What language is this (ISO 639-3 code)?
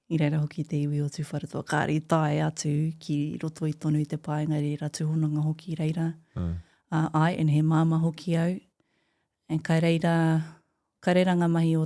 mri